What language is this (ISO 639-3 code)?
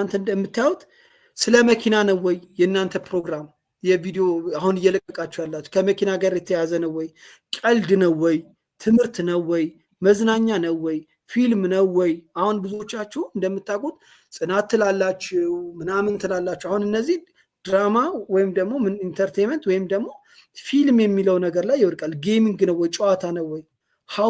amh